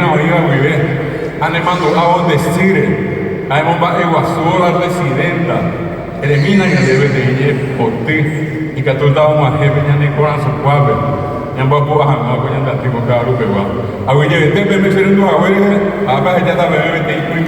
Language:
Guarani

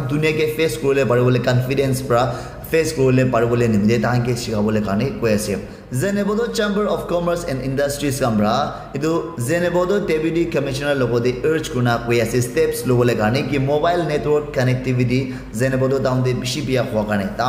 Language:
Naga Pidgin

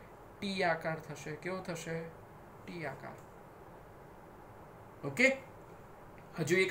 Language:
Gujarati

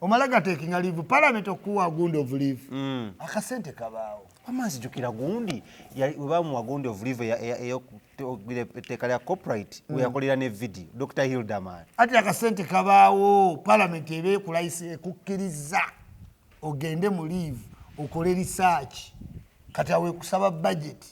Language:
Ganda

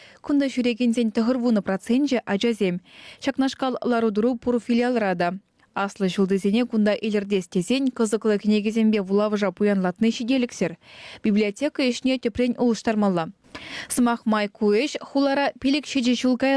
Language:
Chuvash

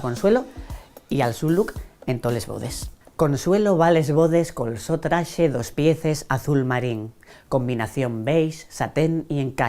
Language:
Asturian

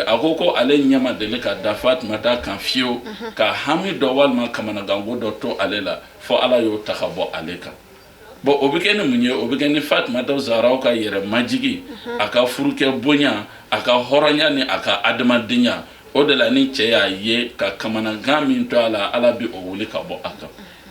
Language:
Bambara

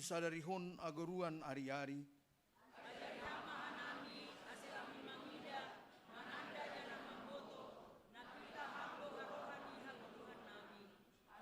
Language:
Batak Simalungun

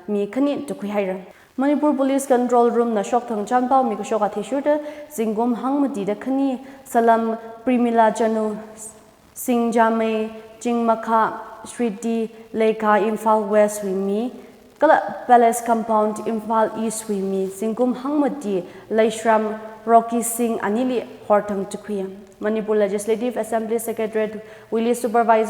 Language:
Tangkhul Naga (India)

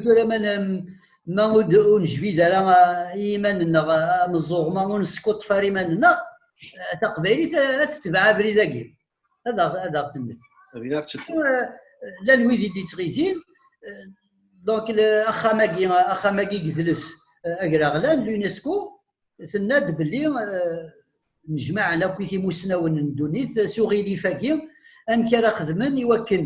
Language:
Kabyle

